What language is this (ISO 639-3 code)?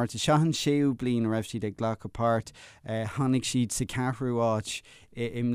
gle